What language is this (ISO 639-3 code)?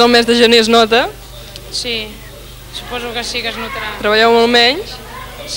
cat